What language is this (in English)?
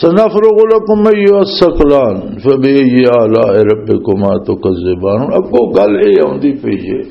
Western Panjabi